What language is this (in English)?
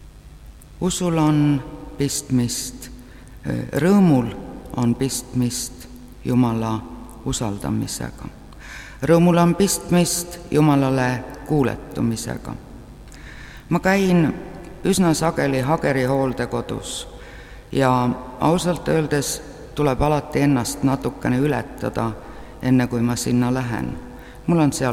Estonian